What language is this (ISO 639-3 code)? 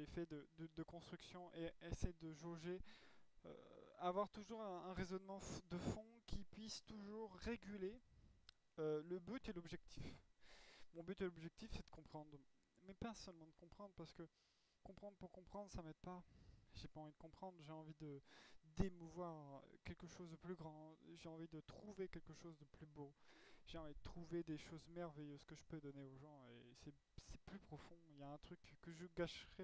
fra